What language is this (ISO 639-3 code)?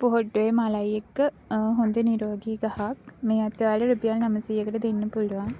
sin